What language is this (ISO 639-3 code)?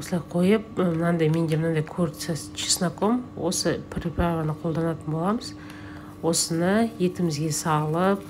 kaz